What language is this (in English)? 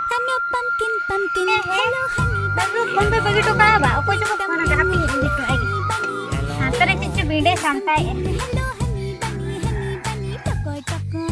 Santali